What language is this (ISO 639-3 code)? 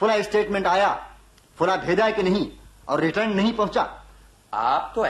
urd